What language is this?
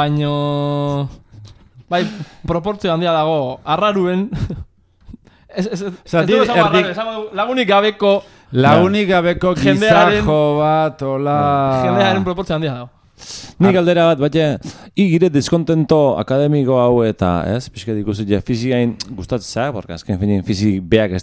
Basque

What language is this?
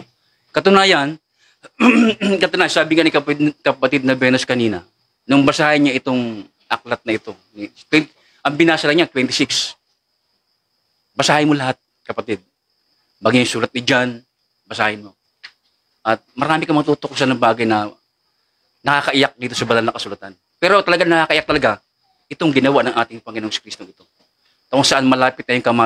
Filipino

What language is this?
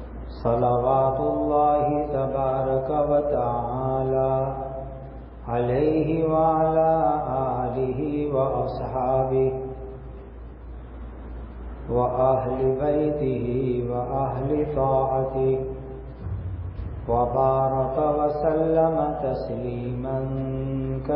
Urdu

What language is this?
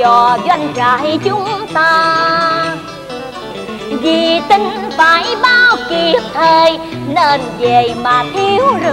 Vietnamese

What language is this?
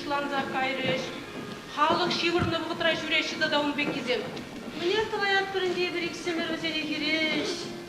Chuvash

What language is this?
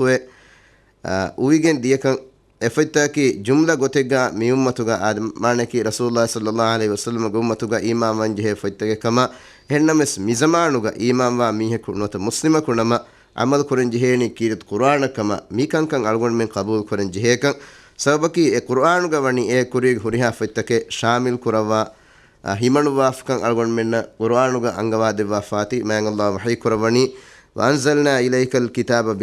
Divehi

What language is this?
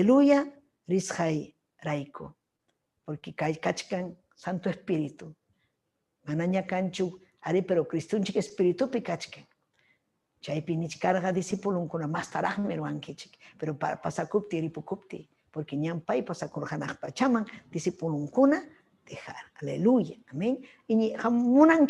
Ayacucho Quechua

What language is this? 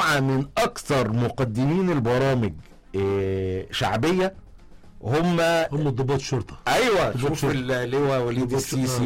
Egyptian Arabic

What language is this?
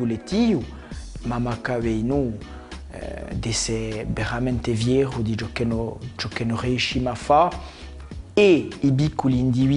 Corsican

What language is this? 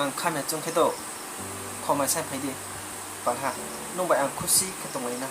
Riang (India)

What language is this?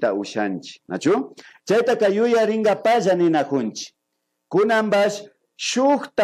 Imbabura Highland Quichua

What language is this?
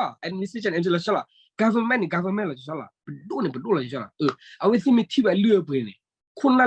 S'gaw Karen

